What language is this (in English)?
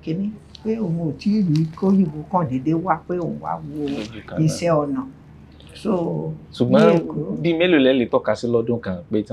Yoruba